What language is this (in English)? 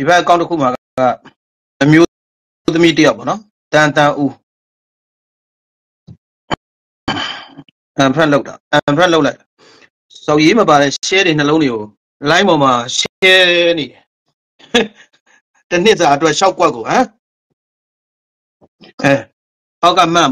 Burmese